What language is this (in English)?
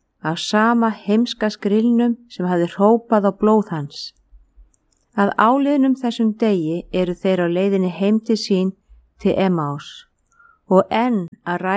Icelandic